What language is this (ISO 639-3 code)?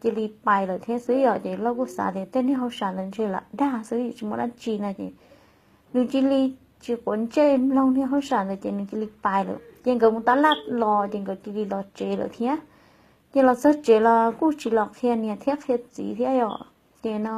hmn